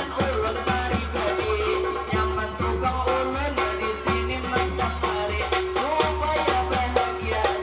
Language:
Banjar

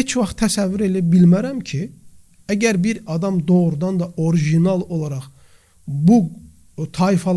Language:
Azerbaijani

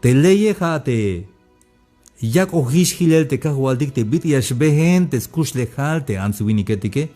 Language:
Tzeltal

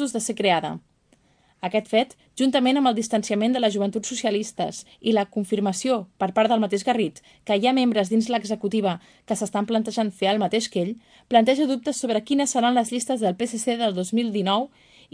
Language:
Catalan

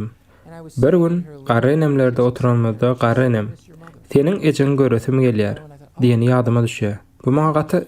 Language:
Turkmen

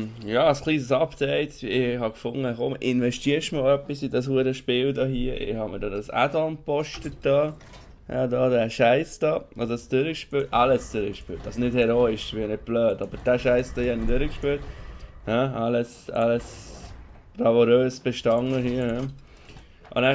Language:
Swiss German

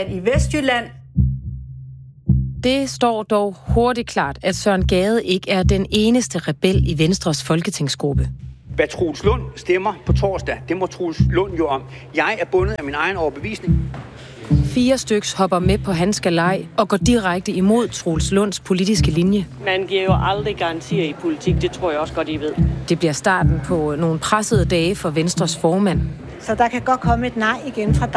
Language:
Danish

